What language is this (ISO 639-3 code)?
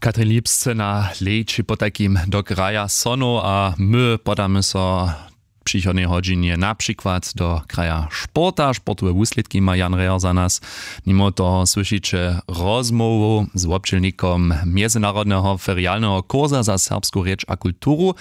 hsb